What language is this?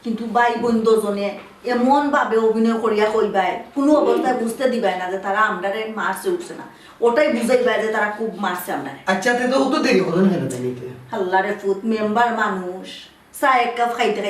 Sylheti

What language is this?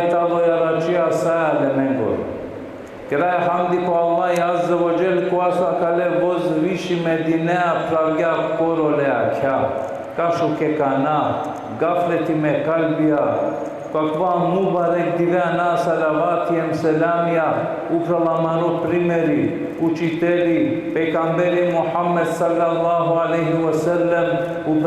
Balkan Romani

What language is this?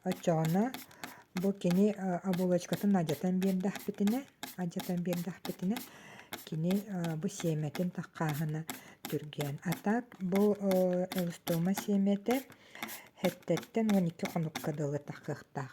Yakut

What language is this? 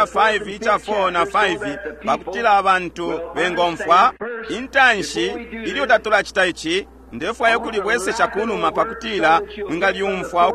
Bemba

